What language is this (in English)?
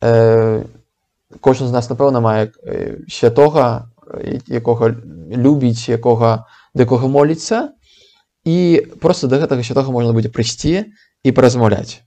Belarusian